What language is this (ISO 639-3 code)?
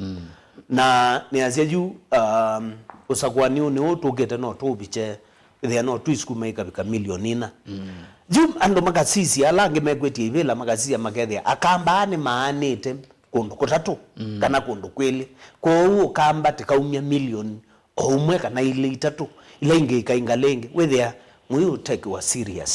kam